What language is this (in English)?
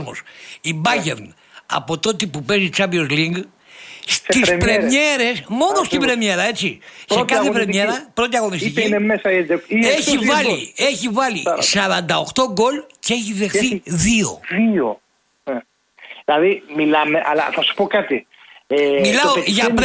Greek